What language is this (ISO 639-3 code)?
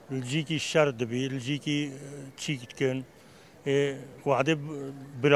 kur